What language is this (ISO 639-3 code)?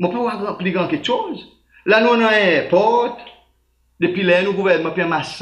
crs